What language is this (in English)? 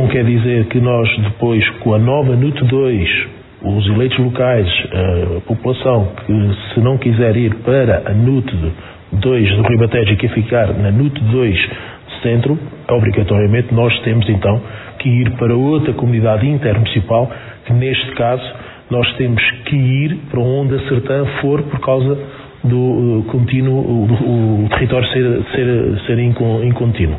Portuguese